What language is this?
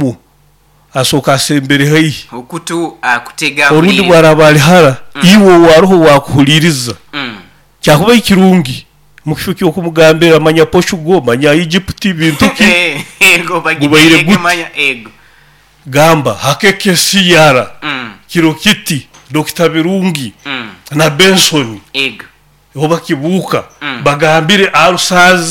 Nyoro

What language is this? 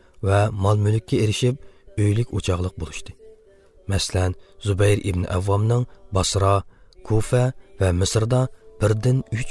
Uzbek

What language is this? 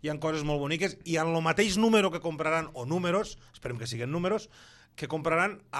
Catalan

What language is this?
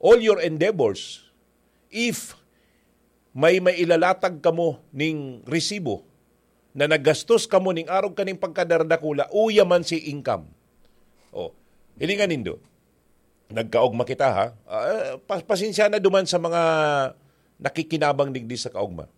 Bikol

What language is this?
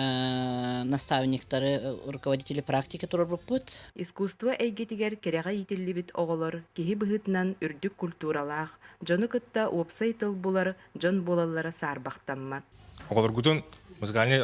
Yakut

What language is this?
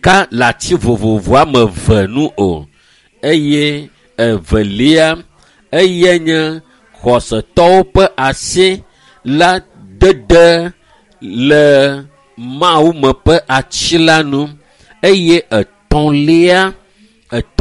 Ewe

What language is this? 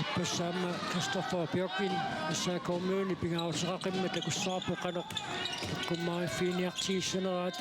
Kalaallisut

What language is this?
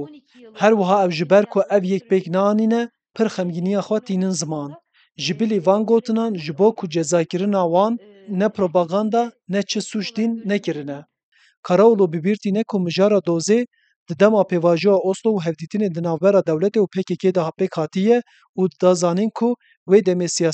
Kurdish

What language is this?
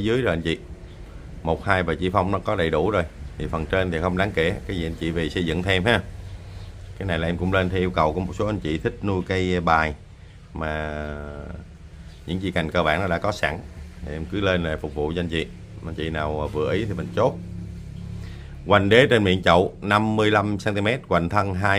Vietnamese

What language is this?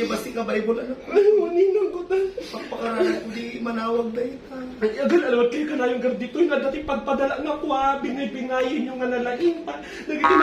Iloko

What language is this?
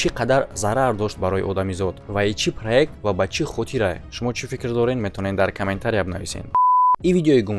Tajik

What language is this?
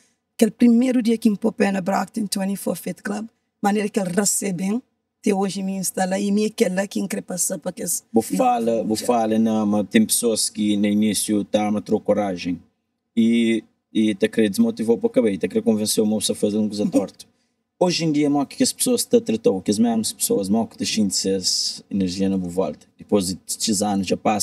Kabuverdianu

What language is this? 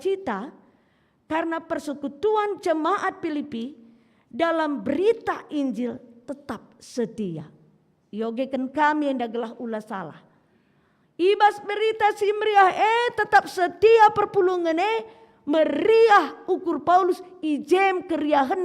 Batak Karo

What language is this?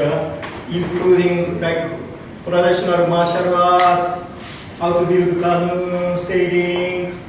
Marshallese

